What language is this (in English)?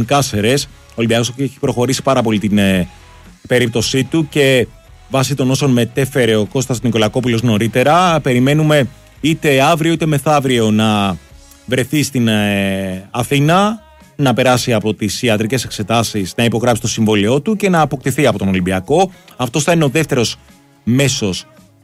Greek